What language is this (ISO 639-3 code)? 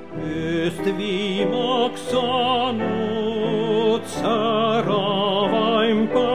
est